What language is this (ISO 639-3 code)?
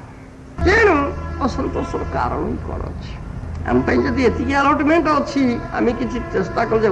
ori